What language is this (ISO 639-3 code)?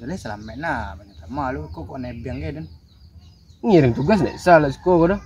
min